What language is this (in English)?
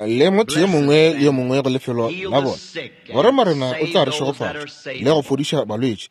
Northern Sotho